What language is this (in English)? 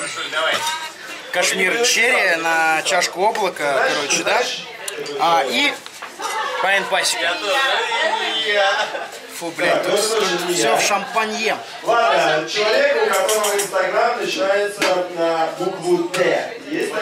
Russian